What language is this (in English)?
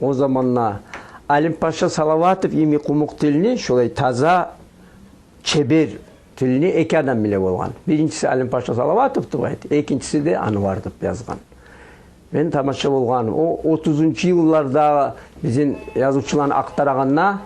Kumyk